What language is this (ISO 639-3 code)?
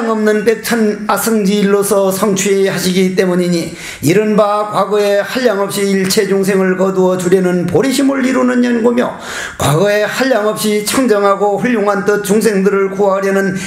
kor